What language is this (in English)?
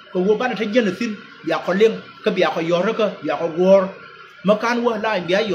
Nuer